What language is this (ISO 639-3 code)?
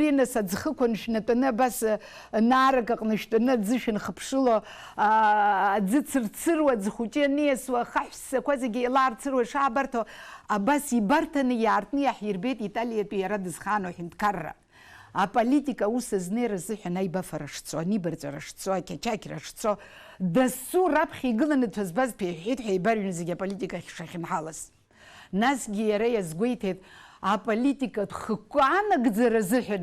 abk